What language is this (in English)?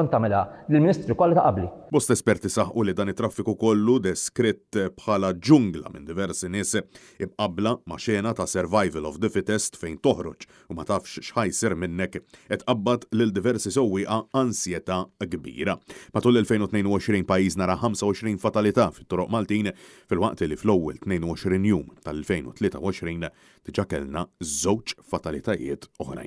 Maltese